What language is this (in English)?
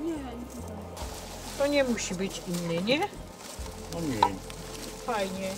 Silesian